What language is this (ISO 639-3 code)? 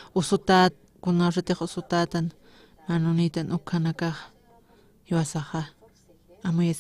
aym